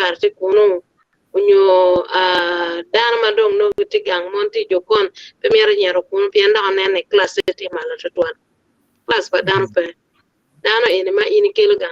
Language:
Acoli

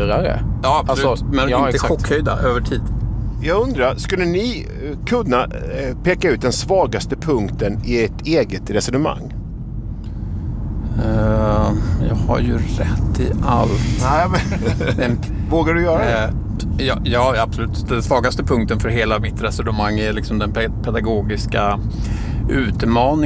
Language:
Swedish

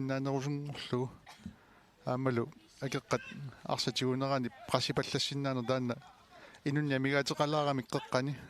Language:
Kalaallisut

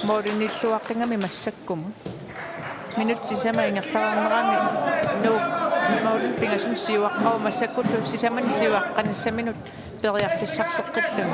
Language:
Kalaallisut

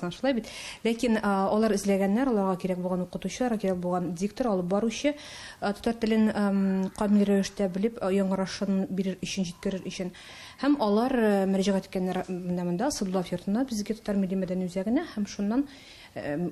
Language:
Tatar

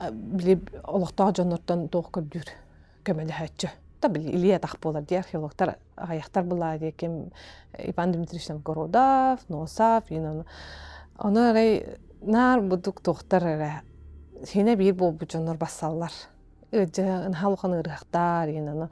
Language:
Yakut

